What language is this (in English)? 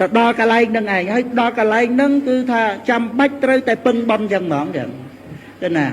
Khmer